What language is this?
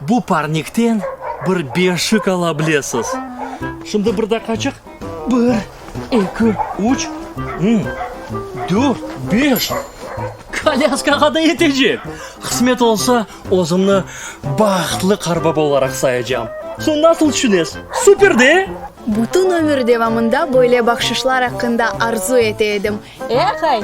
Crimean Tatar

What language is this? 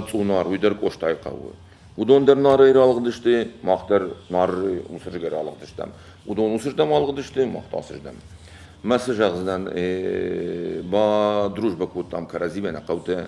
Ossetic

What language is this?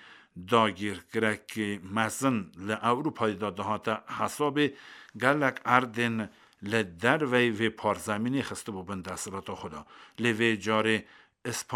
Kurdish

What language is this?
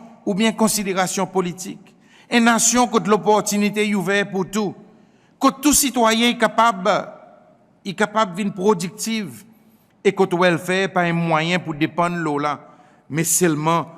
Seselwa Creole French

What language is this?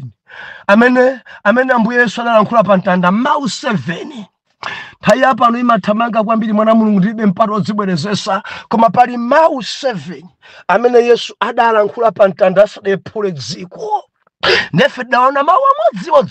Nyanja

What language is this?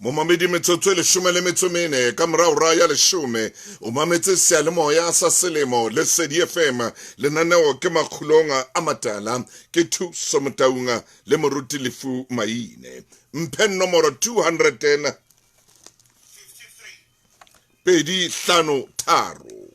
Southern Sotho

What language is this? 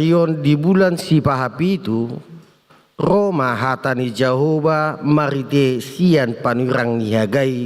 Batak Toba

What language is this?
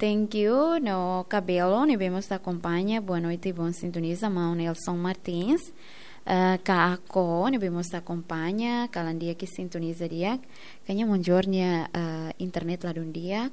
Tetum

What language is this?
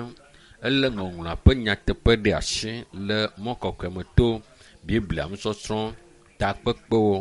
Ewe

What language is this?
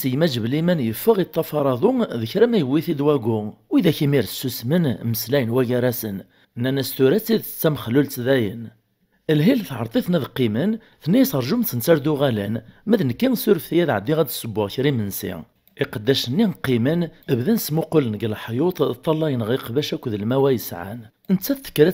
Kabyle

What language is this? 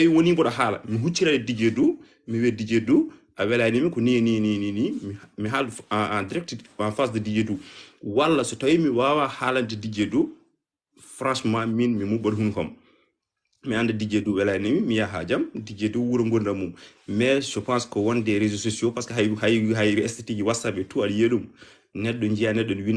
Fula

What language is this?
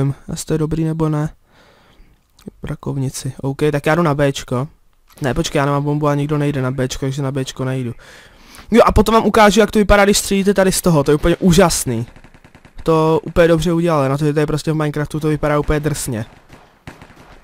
Czech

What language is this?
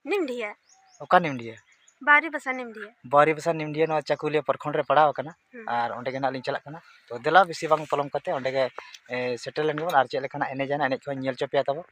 Santali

